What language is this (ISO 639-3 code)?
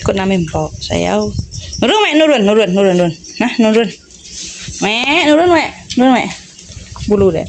iba